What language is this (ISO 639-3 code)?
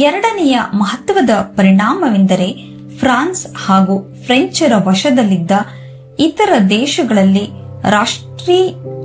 kan